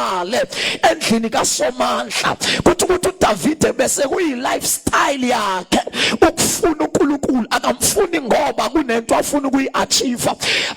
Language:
Zulu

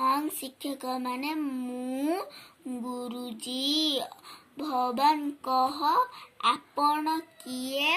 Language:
Odia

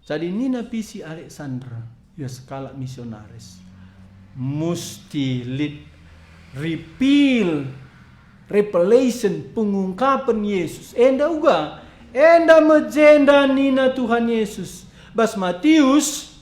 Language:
Batak Karo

